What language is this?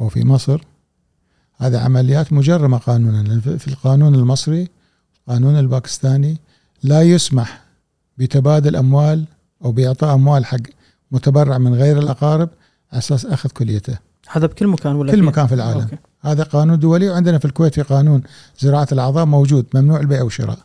Gulf Arabic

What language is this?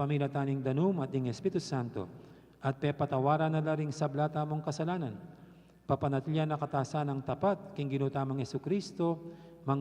Pampanga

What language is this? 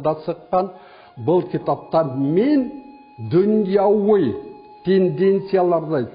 Bashkir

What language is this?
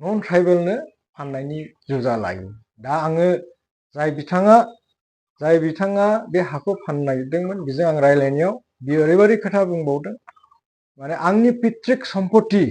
Bodo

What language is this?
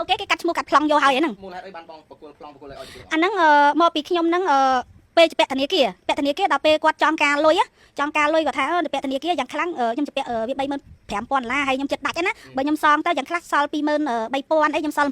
Khmer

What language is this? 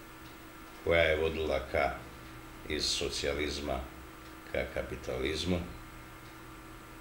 Serbian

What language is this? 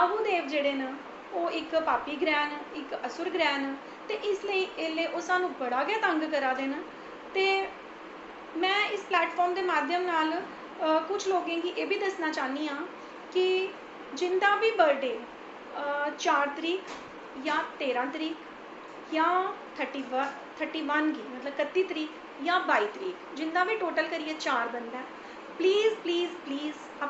Dogri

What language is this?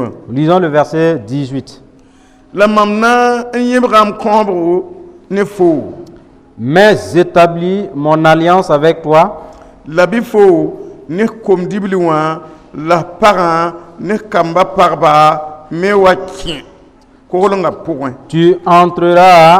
Mossi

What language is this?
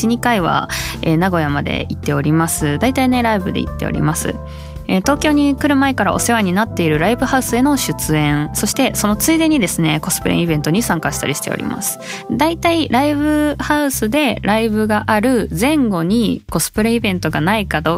Japanese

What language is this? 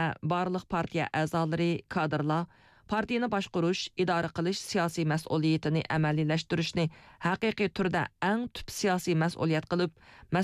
Uyghur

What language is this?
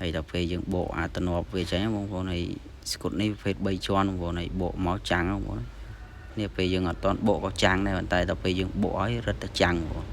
Khmer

